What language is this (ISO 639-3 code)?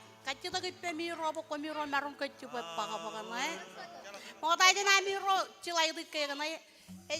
mah